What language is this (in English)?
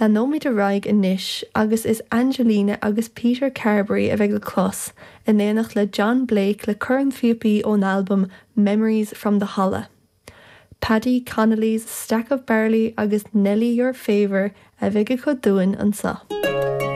Irish